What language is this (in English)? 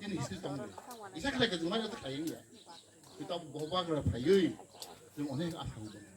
Kok Borok